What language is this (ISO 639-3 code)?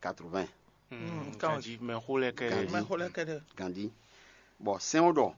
fon